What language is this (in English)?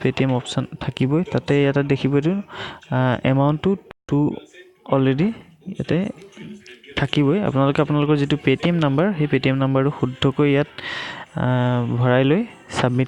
Assamese